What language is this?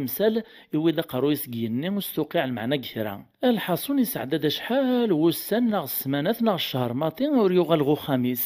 Kabyle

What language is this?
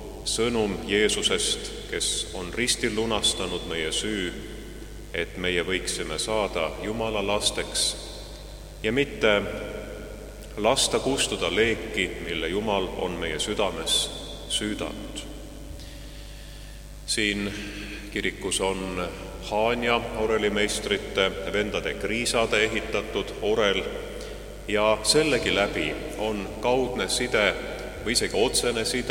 Estonian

